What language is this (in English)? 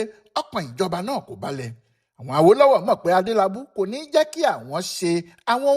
Yoruba